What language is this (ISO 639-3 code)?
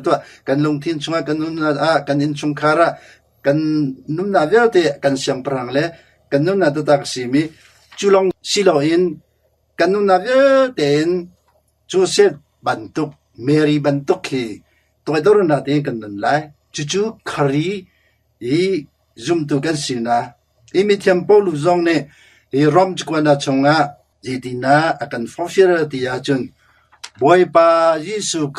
cnh